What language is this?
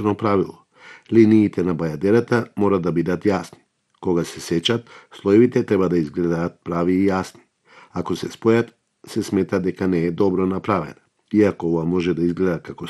Macedonian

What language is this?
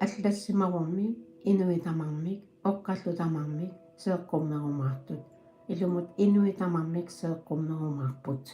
Kalaallisut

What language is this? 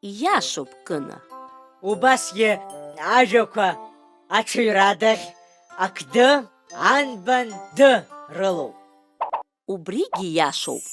Abkhazian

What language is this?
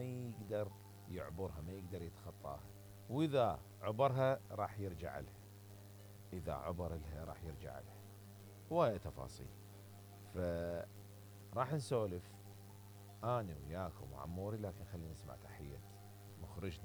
Mesopotamian Arabic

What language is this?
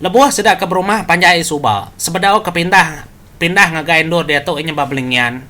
Iban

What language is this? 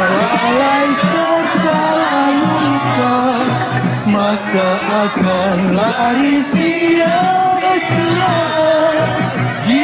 Malay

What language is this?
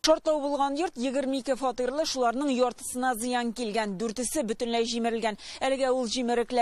Tatar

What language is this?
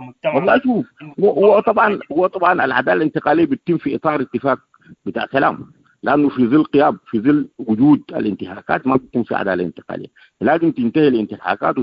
Sudanese Arabic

